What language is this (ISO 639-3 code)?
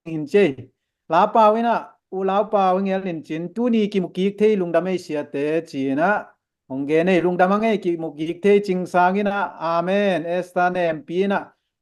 ctd